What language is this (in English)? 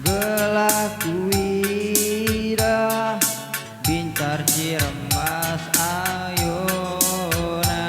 Batak Karo